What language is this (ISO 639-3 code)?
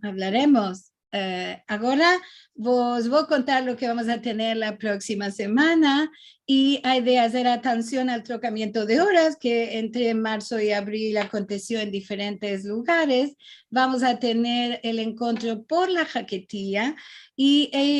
lad